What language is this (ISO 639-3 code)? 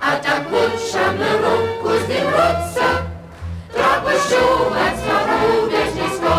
hsb